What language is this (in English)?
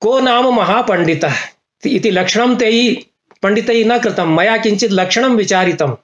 Sanskrit